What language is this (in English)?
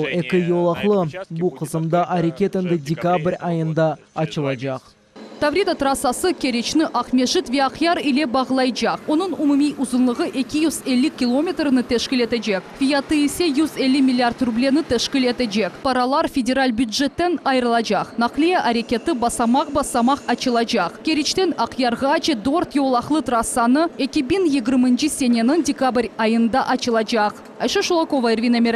Crimean Tatar